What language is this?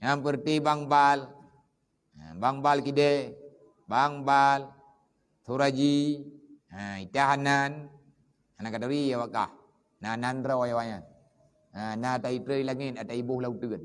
Achinese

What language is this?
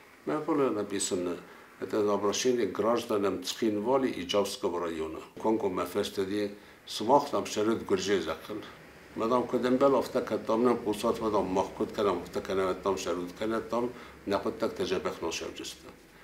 Ossetic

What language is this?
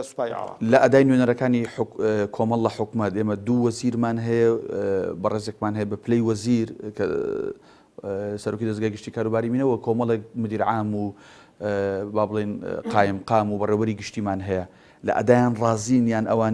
Central Kurdish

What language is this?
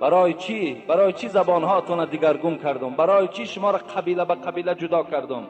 Tajik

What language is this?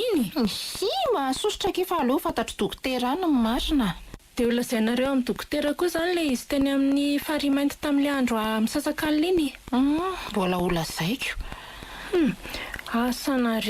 Malagasy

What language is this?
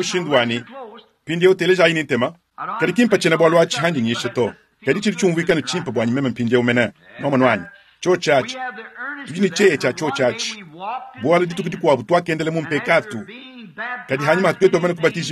Luba-Lulua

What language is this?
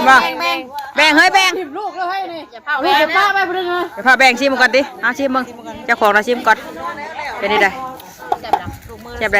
Northeastern Thai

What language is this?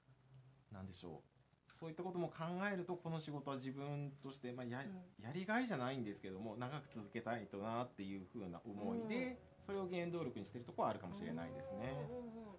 Japanese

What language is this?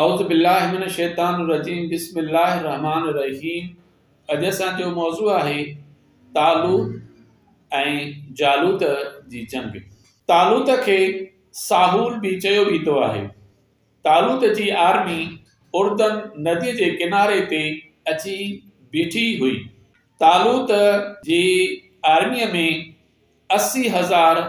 Sindhi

